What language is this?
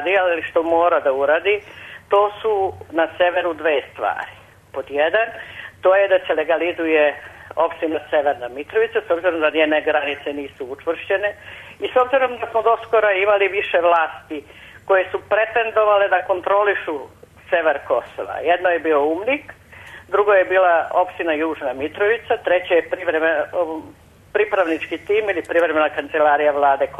Serbian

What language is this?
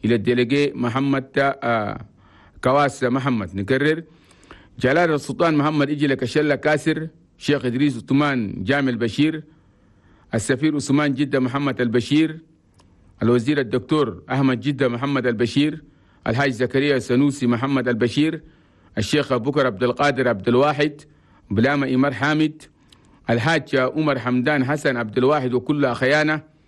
Chadian Arabic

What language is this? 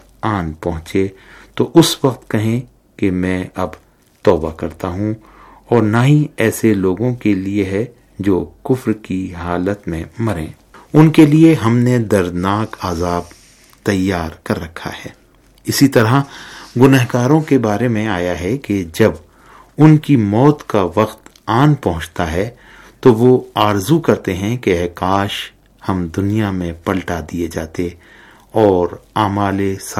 Urdu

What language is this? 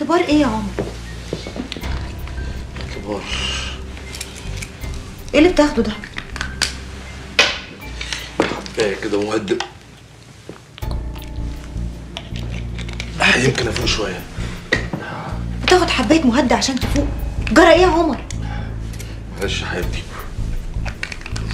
Egyptian Arabic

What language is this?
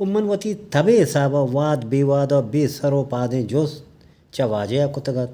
Eastern Balochi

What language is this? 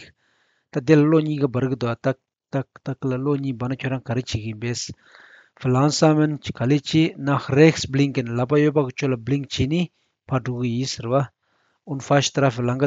Tibetan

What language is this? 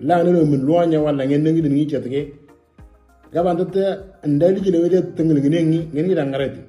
Moro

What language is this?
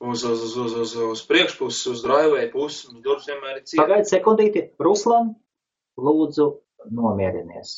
Latvian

